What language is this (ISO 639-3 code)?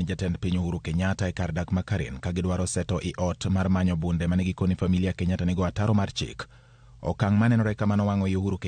luo